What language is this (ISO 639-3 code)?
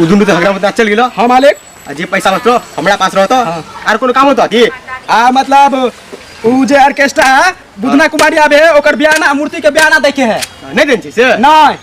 mai